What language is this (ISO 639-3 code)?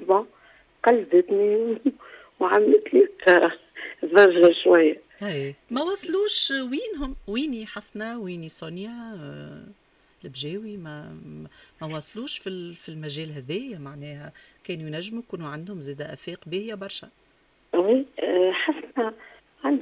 aeb